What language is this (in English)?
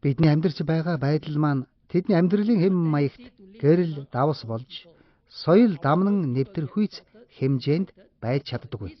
Mongolian